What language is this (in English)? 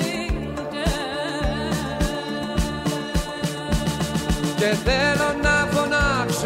Greek